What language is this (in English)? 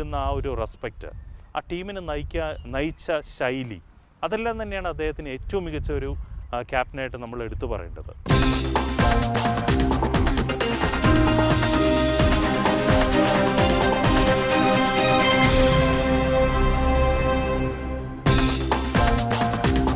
Malayalam